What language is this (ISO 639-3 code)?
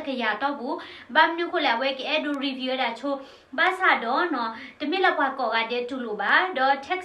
ksw